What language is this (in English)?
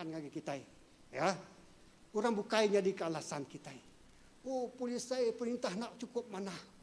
Iban